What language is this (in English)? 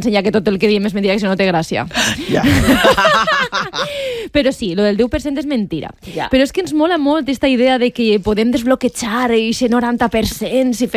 Catalan